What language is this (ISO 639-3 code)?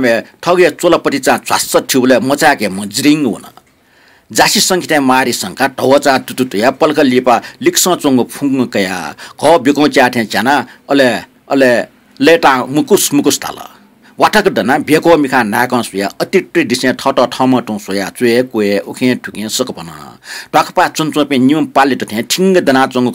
new